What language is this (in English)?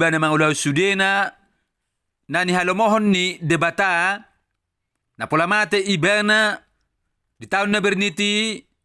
Batak Toba